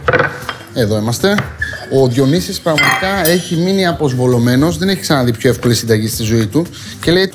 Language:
Greek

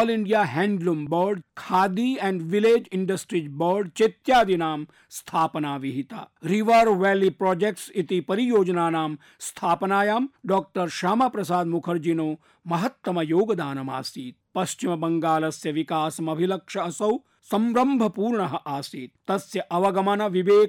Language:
Sanskrit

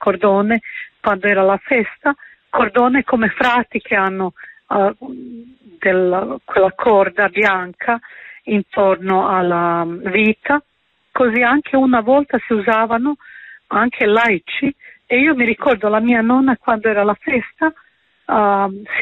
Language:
Italian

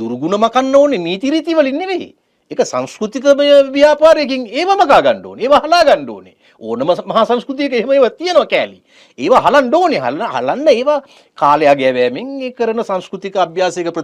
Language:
Sinhala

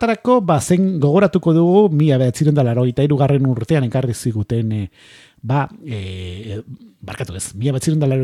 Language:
Basque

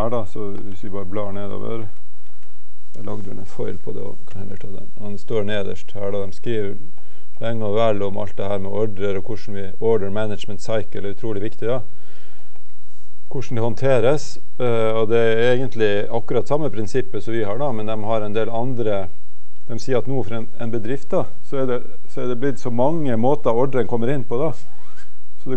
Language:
Norwegian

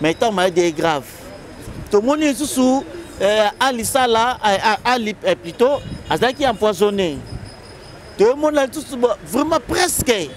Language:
Lingala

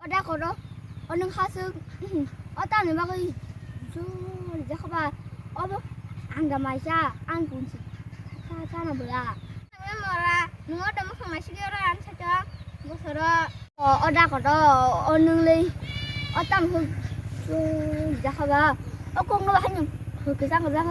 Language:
Kok Borok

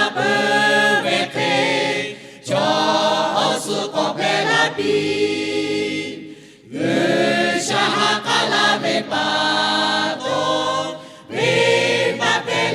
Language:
Lahu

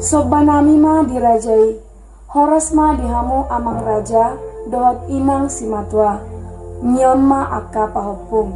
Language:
Batak Toba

